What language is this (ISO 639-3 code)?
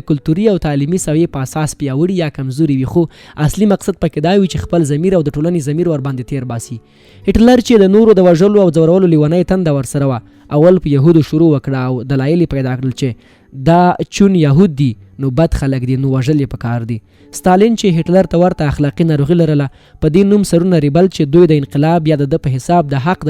pus